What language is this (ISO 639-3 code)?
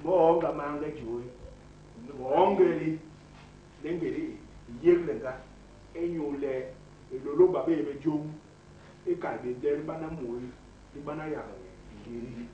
bas